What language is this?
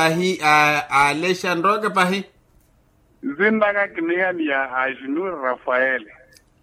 Makhuwa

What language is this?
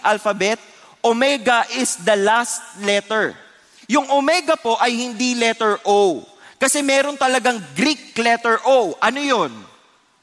Filipino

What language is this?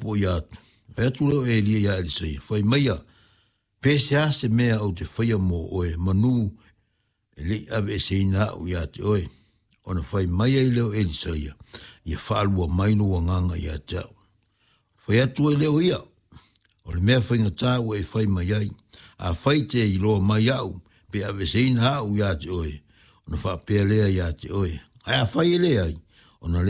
Samoan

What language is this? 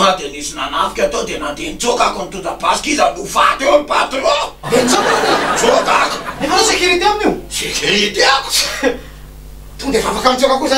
Malagasy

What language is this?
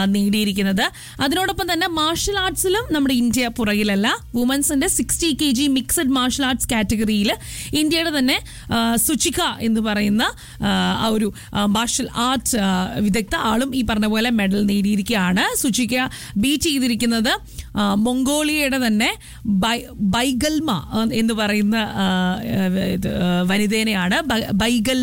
Malayalam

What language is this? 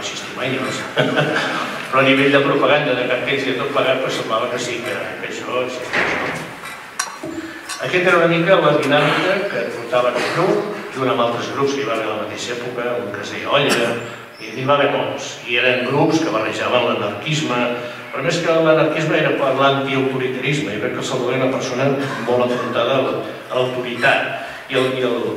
Catalan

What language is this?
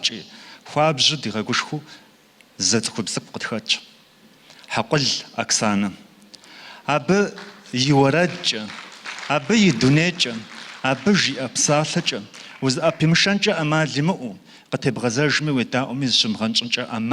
Kabardian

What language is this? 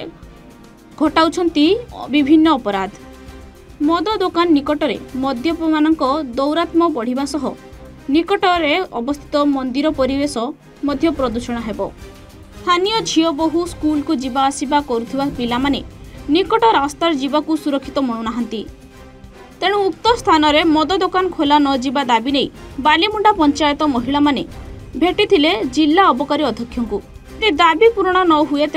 Odia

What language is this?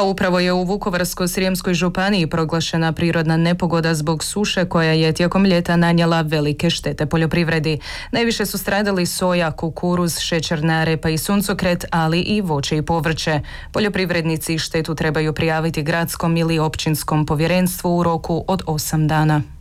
Croatian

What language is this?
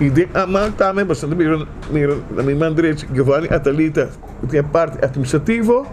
Papiamento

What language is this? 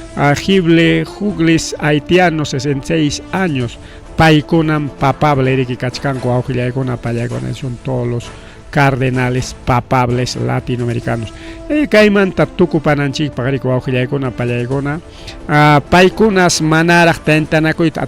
Ayacucho Quechua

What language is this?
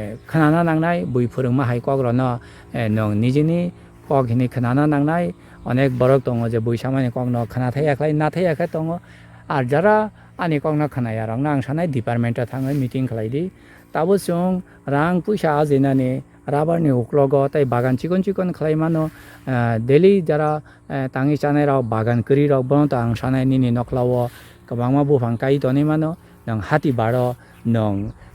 Kok Borok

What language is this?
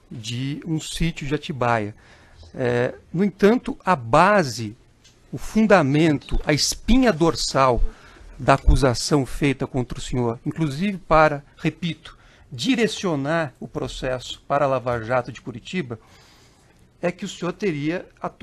Portuguese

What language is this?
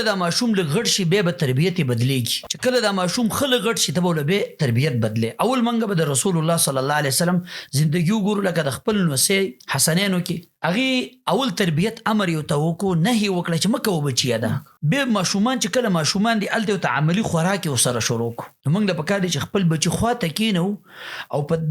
Pashto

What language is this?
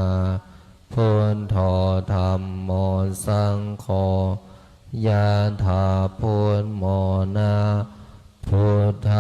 Pali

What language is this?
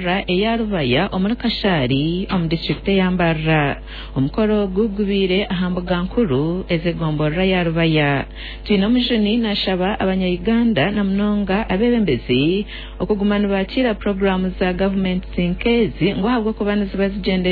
Nyankole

